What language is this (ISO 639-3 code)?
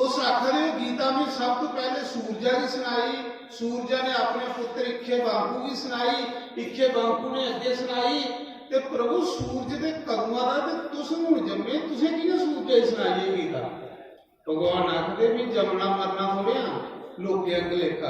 doi